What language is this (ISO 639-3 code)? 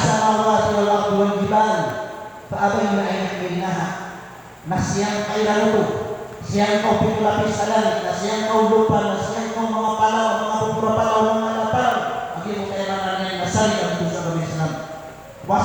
mrw